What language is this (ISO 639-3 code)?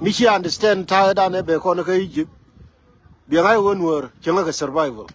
nus